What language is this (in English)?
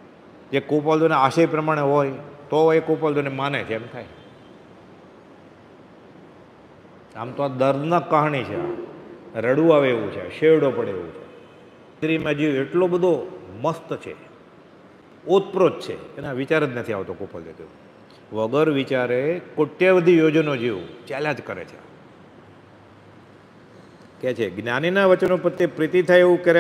Gujarati